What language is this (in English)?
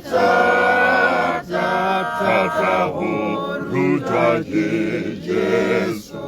Tswana